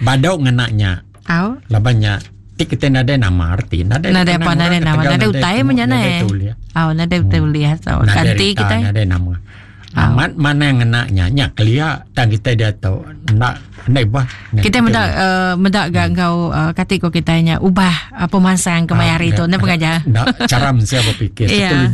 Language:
Iban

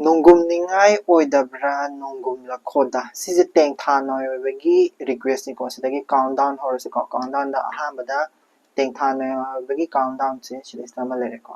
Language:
Manipuri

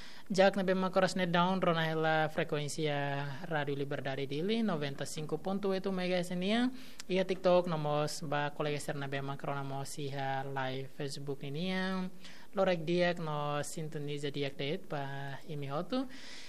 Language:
Tetum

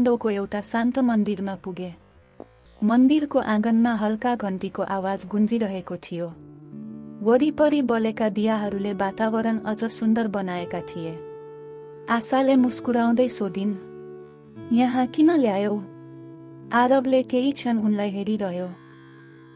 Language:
Nepali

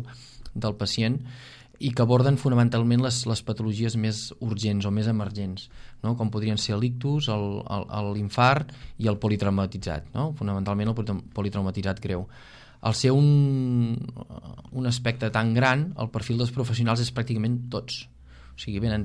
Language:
Catalan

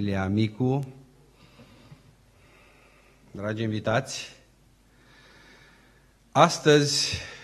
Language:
Romanian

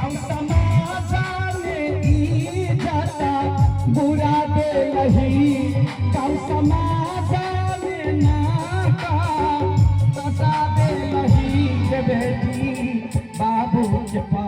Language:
Maithili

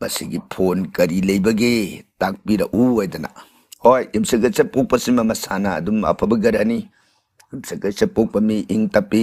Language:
Manipuri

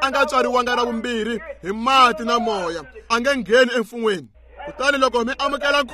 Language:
Tsonga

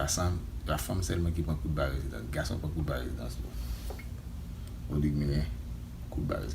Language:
Haitian Creole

